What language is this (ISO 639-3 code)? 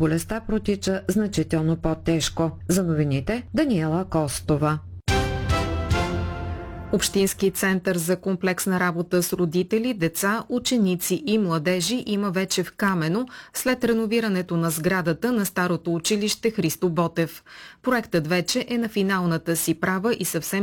bul